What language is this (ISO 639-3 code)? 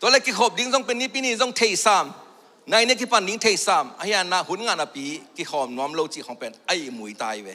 ctd